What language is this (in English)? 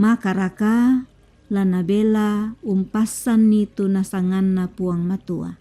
Toraja-Sa'dan